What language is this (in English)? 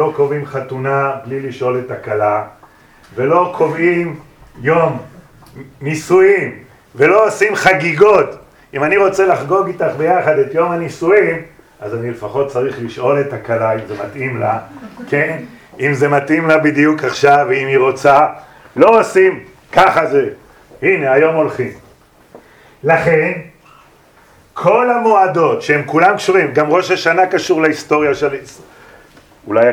Hebrew